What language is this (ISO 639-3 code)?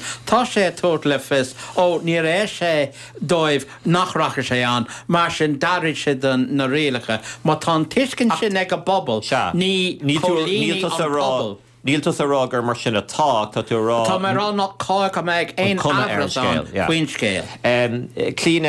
gle